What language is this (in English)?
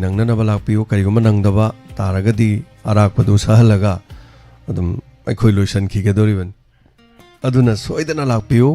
Manipuri